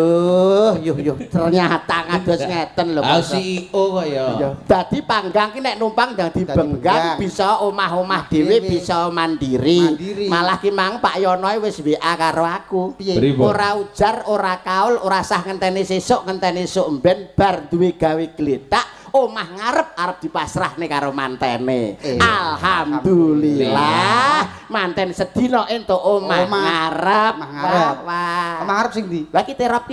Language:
Javanese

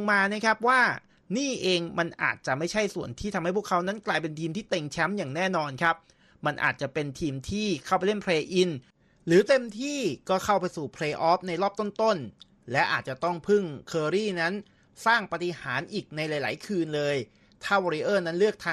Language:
Thai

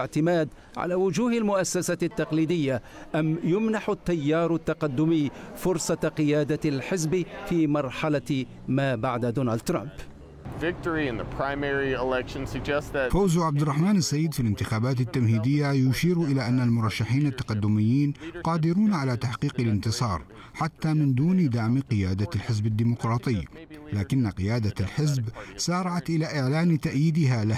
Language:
Arabic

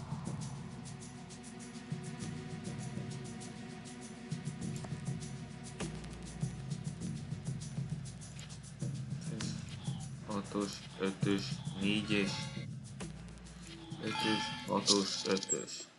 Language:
Hungarian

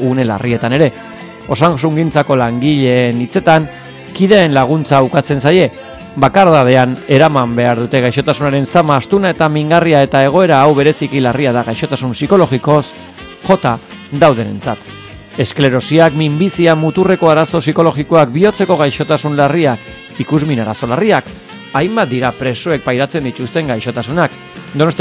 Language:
Basque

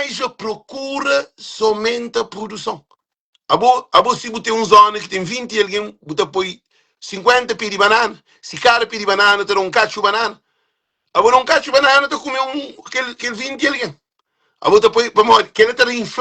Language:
Kabuverdianu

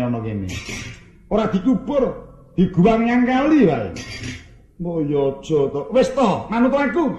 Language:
Javanese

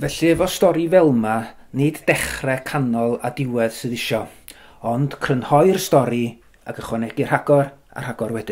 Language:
Welsh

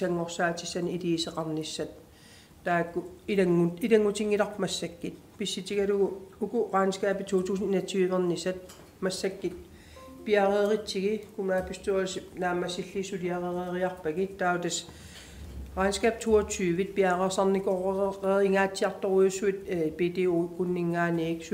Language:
Kalaallisut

